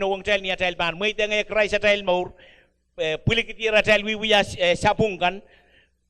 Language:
Pohnpeian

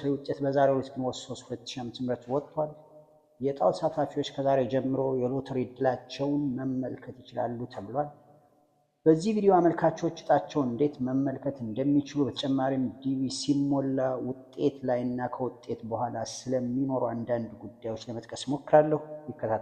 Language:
Amharic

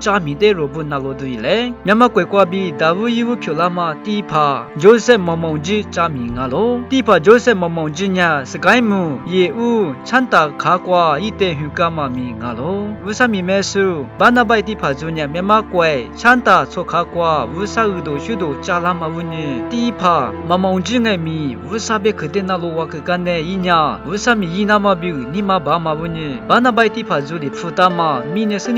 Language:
Lisu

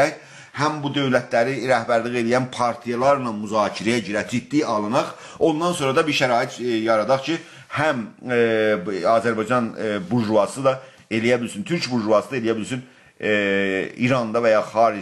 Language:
South Azerbaijani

